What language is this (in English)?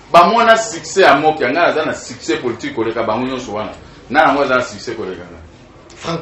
Lingala